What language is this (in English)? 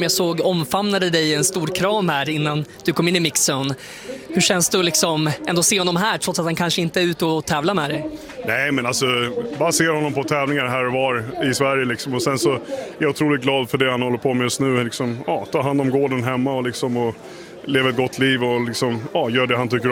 Swedish